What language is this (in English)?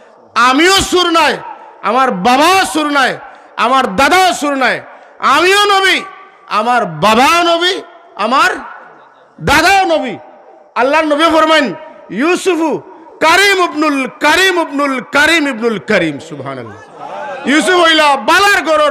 Sylheti